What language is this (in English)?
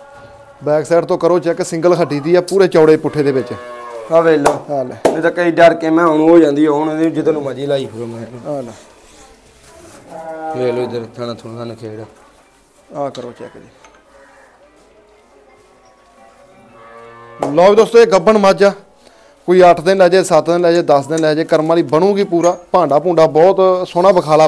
Punjabi